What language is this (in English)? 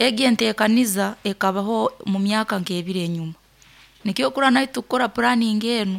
Nyoro